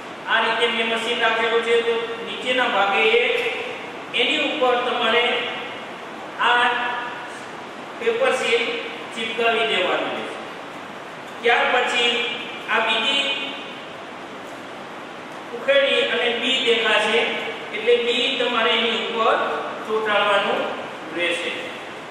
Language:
Gujarati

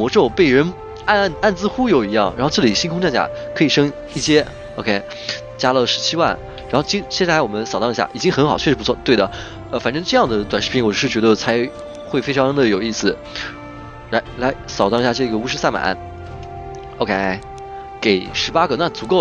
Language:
Chinese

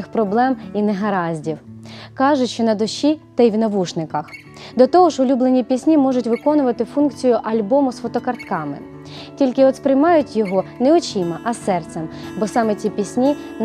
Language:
Ukrainian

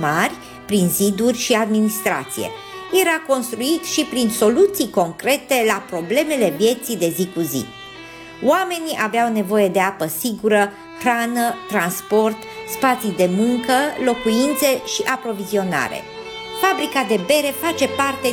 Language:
Romanian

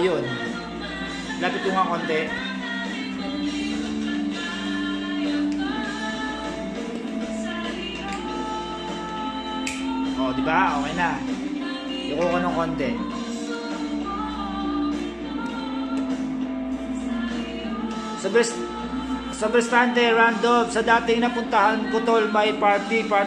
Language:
Filipino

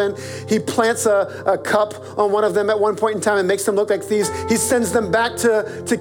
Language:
English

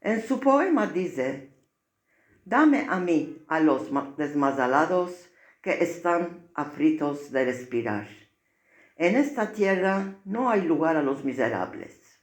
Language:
Ladino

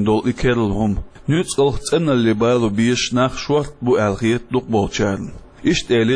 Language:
Chechen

